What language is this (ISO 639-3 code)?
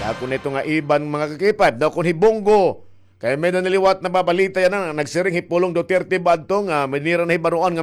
war